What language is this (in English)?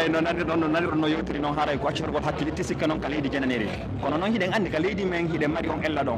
Pular